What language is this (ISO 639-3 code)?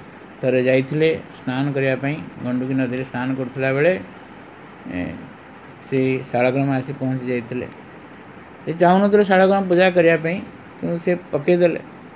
ori